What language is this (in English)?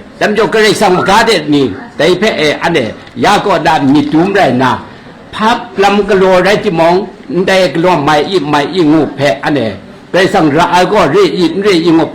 Kachin